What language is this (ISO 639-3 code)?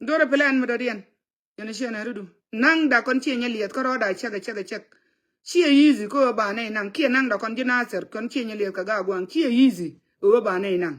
nus